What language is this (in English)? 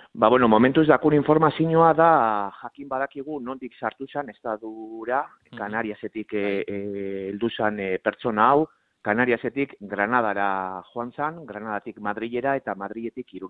Basque